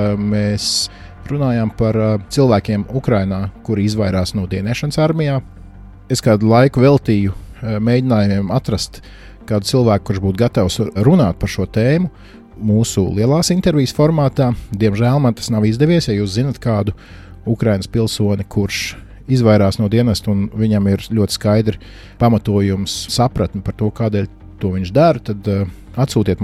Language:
Latvian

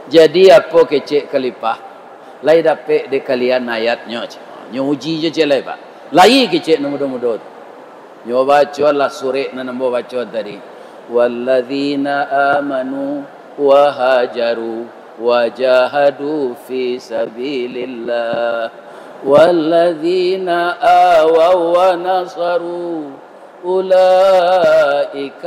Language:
Minangkabau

